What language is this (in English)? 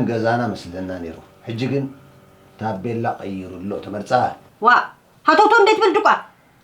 Tigrinya